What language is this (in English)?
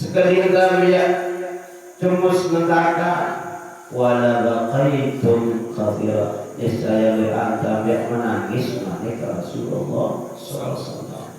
Sasak